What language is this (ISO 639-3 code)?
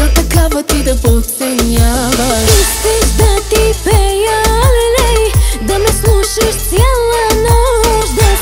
bul